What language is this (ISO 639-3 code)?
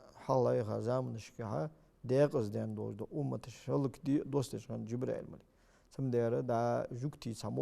inh